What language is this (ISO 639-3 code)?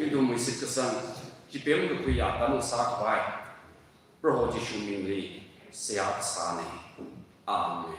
nmf